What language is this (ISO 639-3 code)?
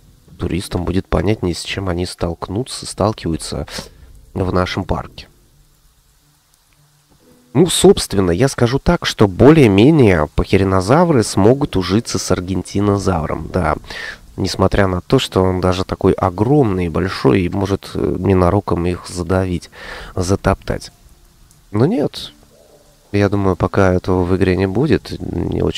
rus